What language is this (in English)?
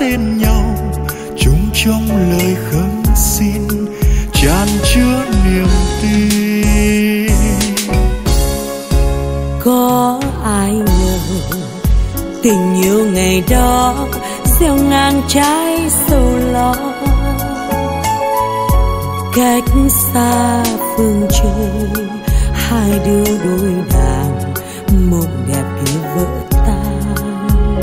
Vietnamese